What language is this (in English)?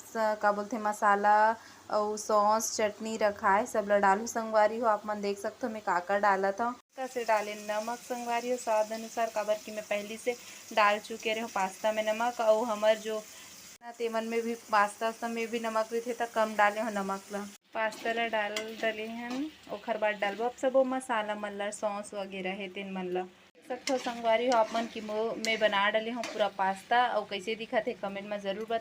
Chhattisgarhi